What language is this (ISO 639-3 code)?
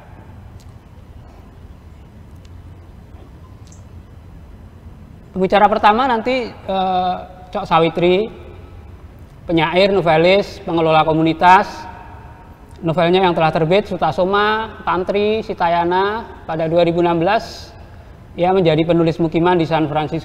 ind